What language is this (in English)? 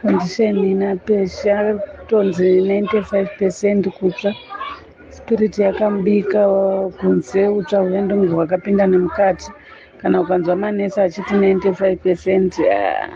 Shona